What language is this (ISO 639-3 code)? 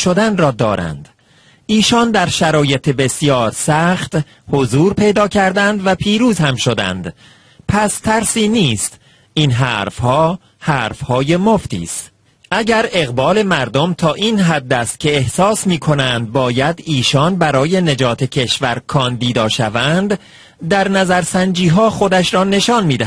fas